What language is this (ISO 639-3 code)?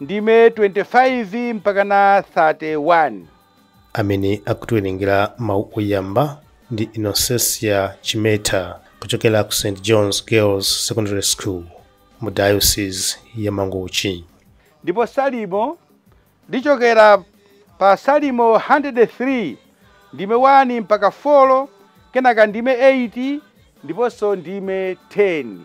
nya